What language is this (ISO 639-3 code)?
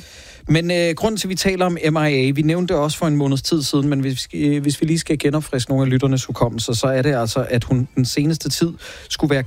dan